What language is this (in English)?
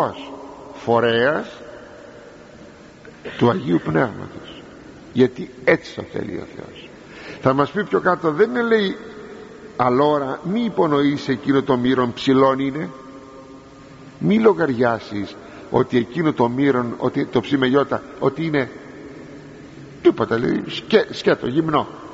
Greek